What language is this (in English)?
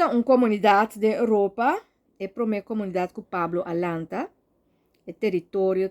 Papiamento